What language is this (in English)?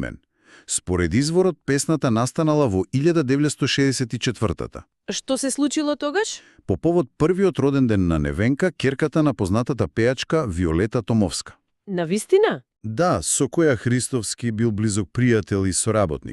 Macedonian